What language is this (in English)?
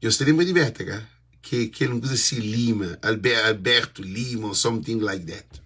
Kabuverdianu